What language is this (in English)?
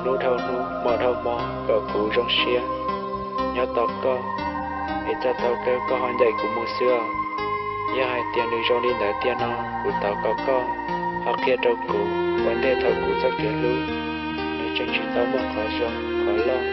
Hmong